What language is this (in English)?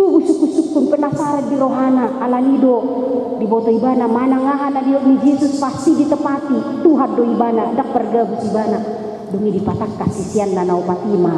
Batak Toba